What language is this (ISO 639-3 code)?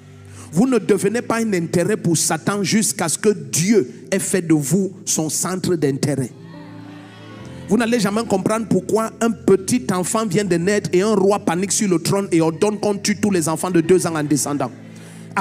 fra